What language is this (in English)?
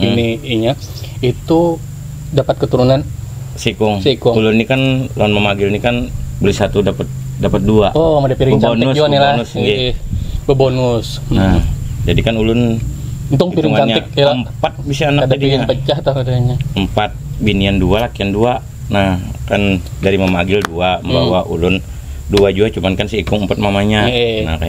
Banjar